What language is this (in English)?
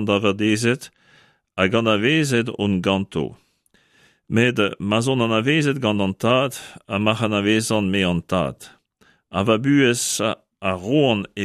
Breton